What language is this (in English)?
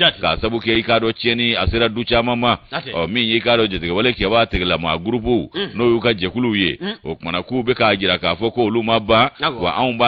Bambara